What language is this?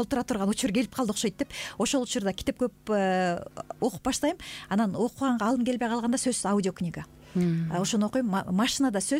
Kyrgyz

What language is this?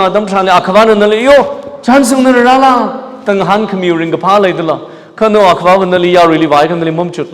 Tangkhul Naga (India)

